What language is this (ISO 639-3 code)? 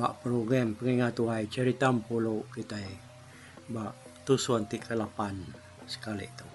iba